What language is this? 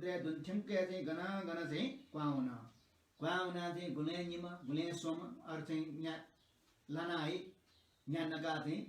Newari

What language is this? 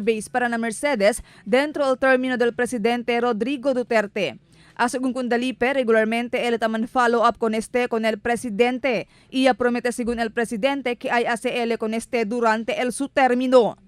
Chavacano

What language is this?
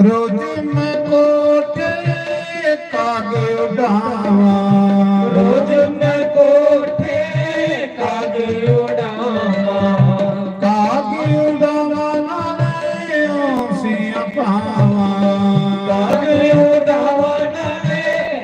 Dogri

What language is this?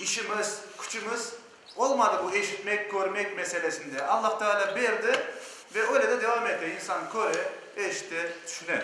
Crimean Tatar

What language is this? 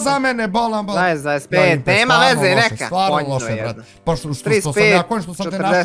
Bosnian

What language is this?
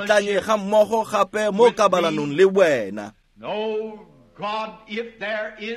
Tswana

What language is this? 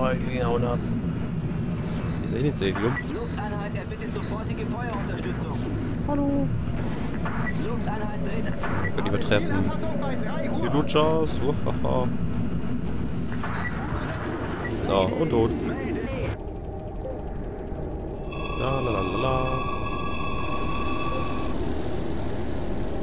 German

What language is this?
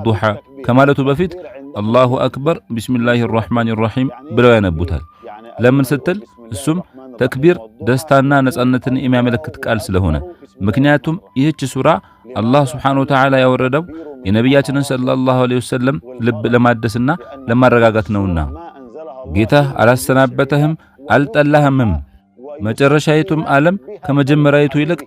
Amharic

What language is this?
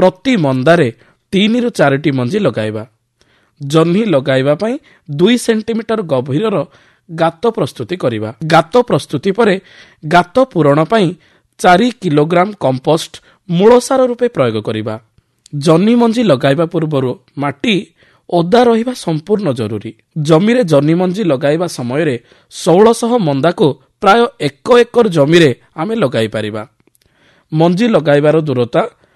Odia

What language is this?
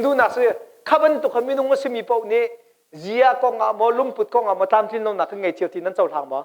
Hakha Chin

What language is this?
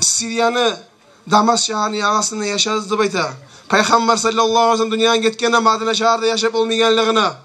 Kumyk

